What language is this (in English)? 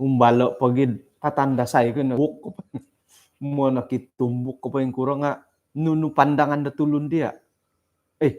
Central Dusun